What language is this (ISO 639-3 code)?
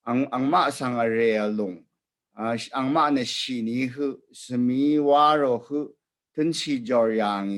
raw